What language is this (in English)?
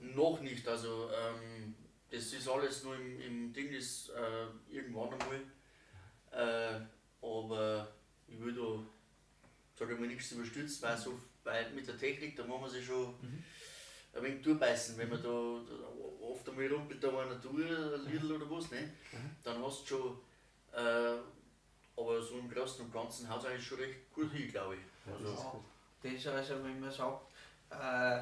Bavarian